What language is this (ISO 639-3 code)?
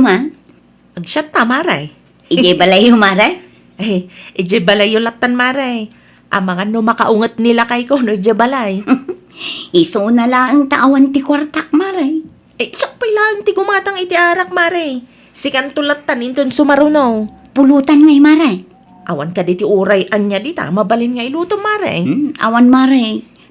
ilo